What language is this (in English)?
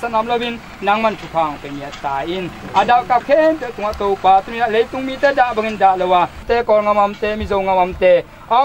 Tedim Chin